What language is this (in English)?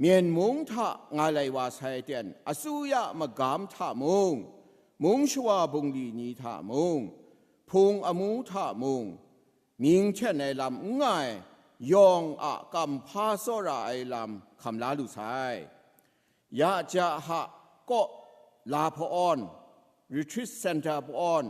Kachin